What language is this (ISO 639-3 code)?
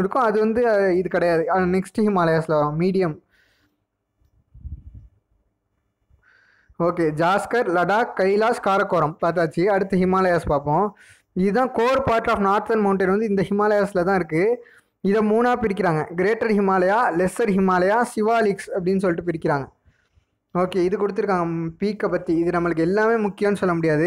tam